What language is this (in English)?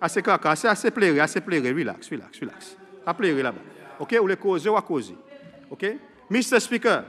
Seselwa Creole French